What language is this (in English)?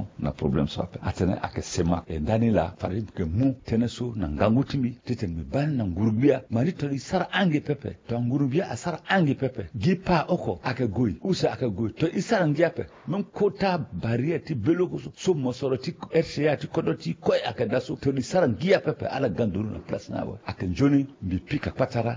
Sango